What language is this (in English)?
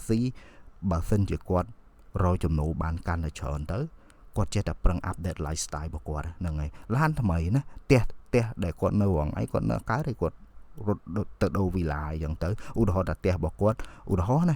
Khmer